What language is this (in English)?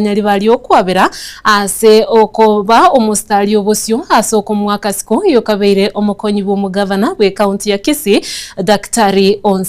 Gusii